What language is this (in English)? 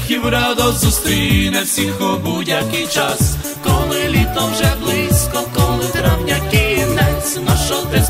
Ukrainian